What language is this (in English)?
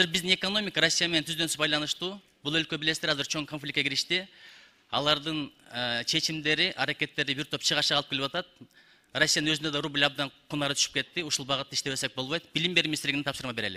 Kyrgyz